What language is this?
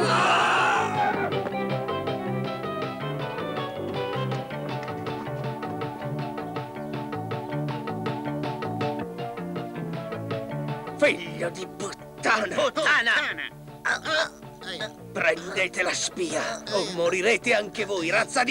Italian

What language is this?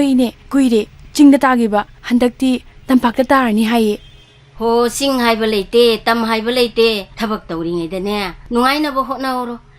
Manipuri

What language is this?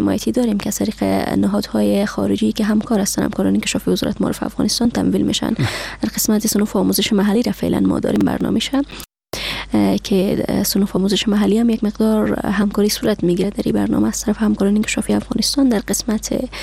Persian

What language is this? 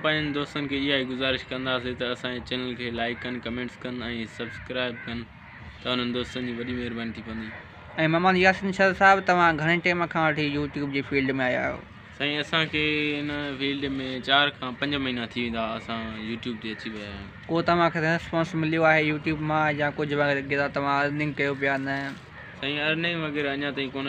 Sindhi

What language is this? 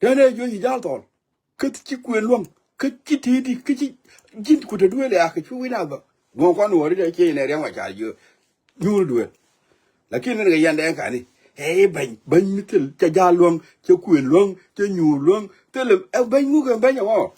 Nuer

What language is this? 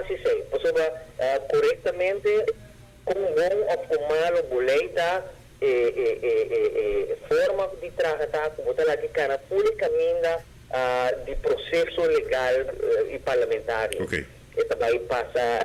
Papiamento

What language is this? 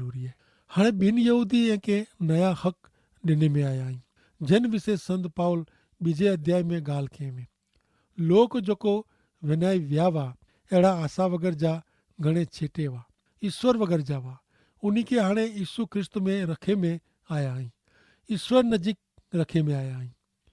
Kachhi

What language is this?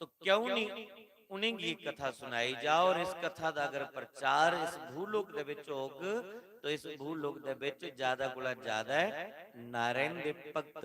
Dogri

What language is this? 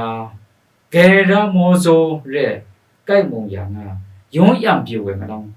Kachin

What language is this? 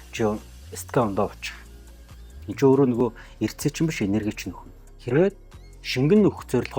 Mongolian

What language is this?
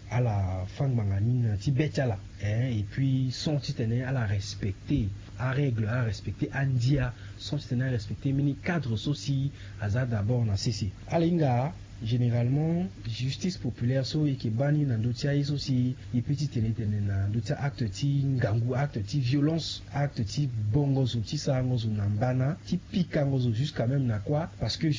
Sango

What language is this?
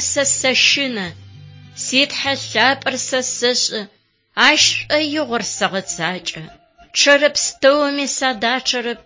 Adyghe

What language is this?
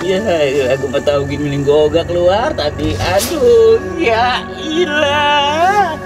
Betawi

